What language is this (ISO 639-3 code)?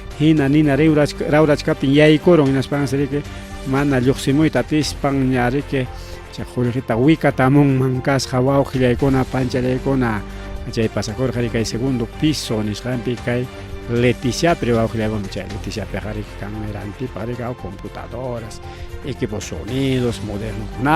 quy